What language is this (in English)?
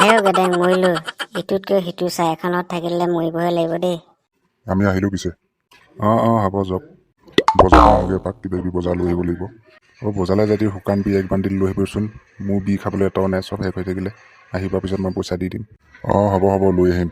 Assamese